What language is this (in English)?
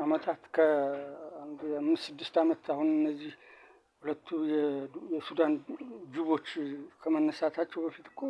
Amharic